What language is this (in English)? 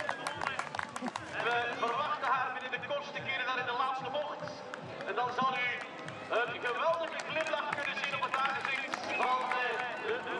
Dutch